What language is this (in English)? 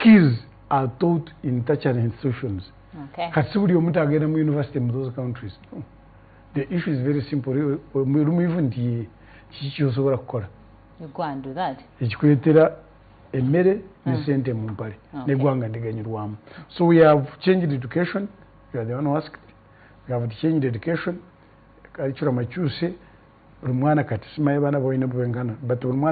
Ganda